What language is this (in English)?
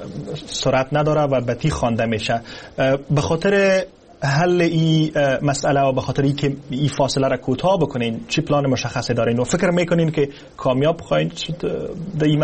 Persian